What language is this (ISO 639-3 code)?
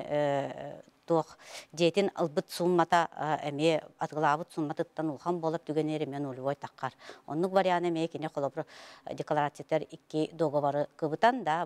sah